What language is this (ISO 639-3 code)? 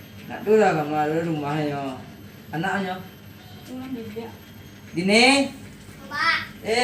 min